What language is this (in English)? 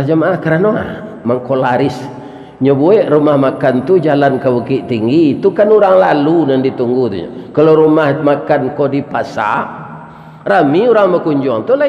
Minangkabau